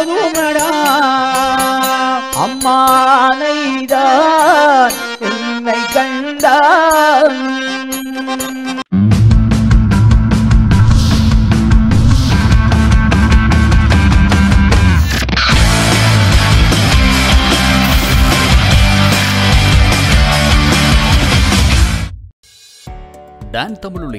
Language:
Tamil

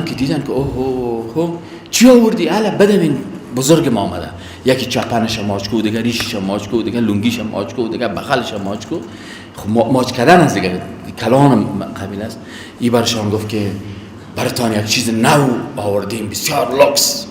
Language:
Persian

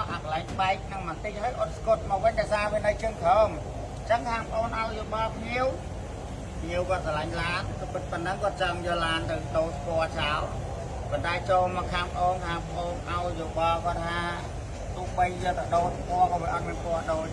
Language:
Khmer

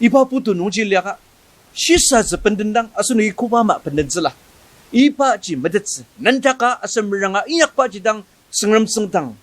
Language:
Ao Naga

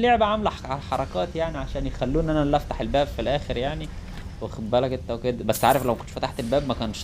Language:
Egyptian Arabic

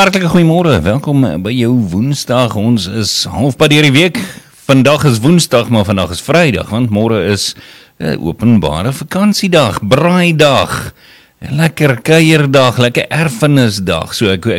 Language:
Afrikaans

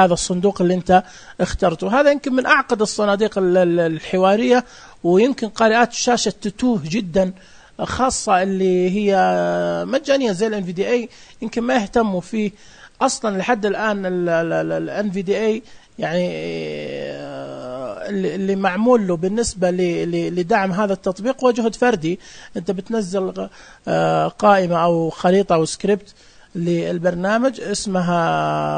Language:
Najdi Arabic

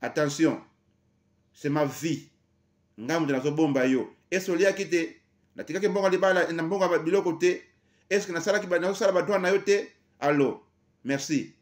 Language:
Lingala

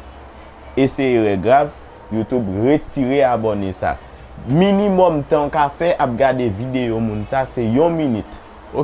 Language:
Haitian Creole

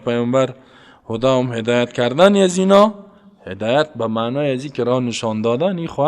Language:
Persian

